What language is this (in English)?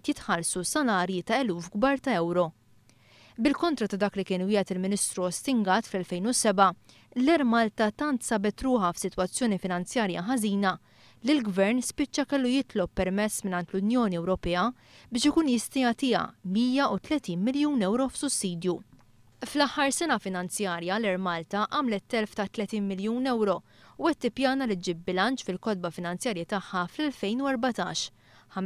Maltese